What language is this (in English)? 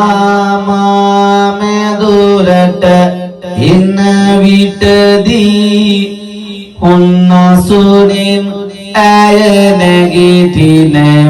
Sinhala